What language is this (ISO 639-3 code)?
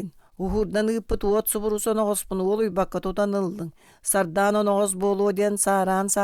sah